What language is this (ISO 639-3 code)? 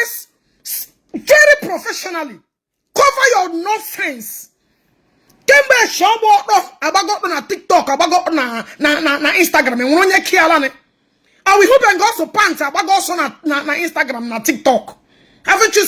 ibo